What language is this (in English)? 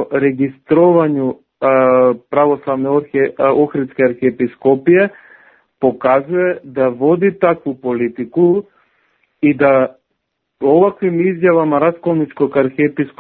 Serbian